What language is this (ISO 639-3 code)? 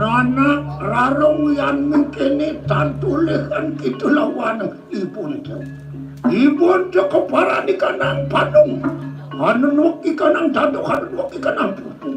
ban